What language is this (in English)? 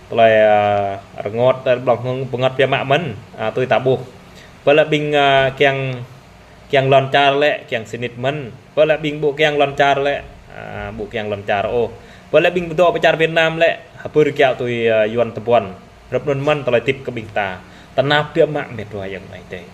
Jarai